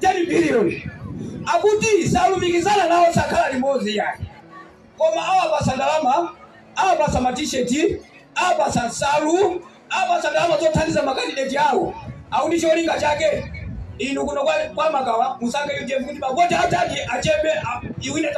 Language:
Nyanja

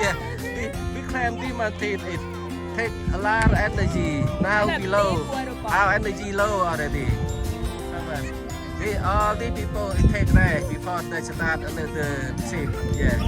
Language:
Central Mnong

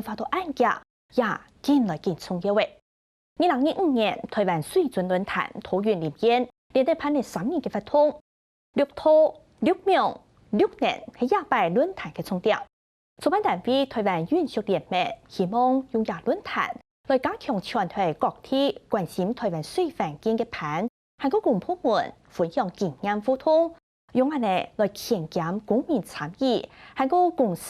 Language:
Hakka Chinese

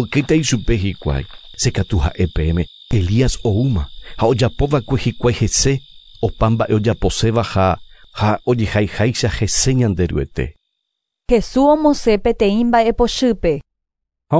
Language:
Guarani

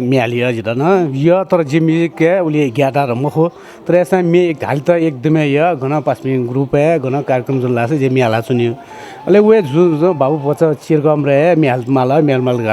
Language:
Newari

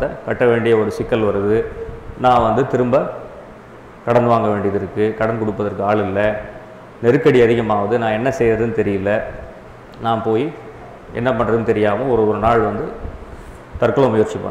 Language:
Tamil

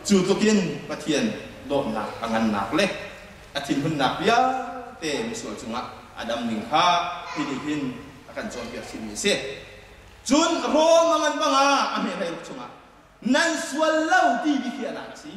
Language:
Hakha Chin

